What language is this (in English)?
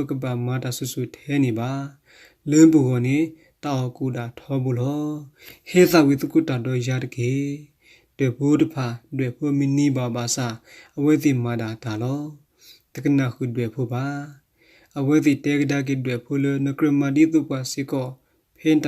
S'gaw Karen